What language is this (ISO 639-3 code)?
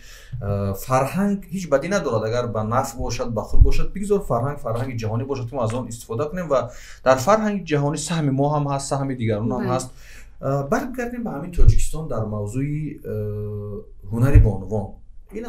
tgk